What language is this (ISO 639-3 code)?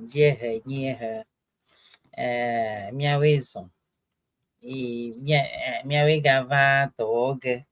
ewe